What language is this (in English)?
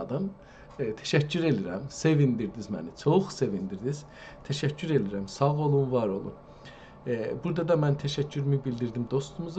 South Azerbaijani